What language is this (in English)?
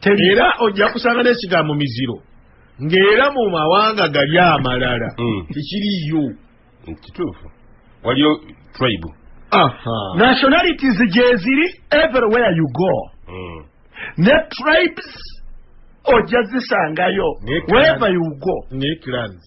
Ganda